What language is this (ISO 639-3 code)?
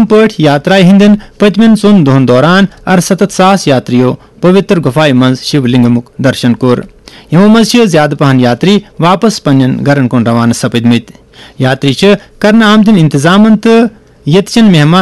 kas